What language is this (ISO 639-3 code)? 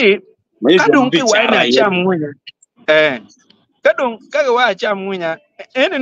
ach